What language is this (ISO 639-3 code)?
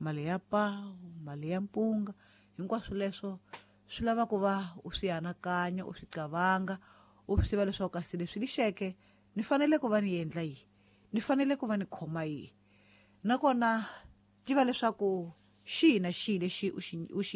tso